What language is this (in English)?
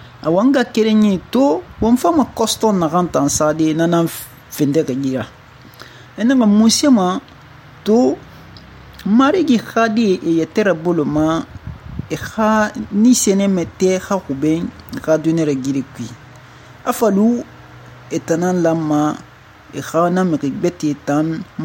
Susu